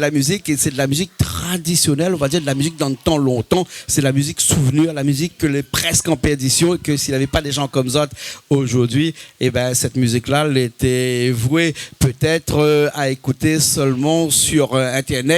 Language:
Réunion Creole French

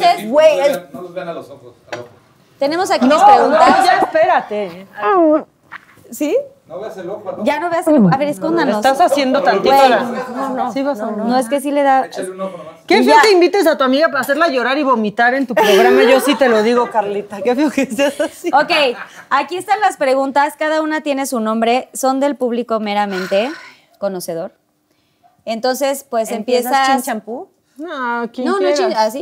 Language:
Spanish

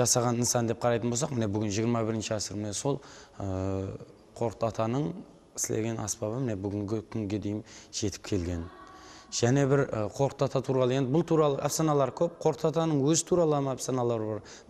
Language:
Kara-Kalpak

